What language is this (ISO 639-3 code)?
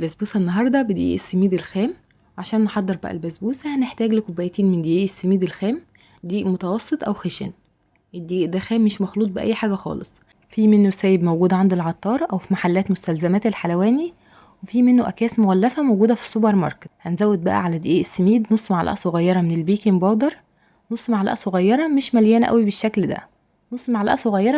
arz